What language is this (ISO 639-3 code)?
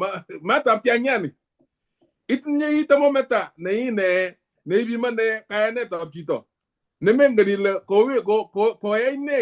kln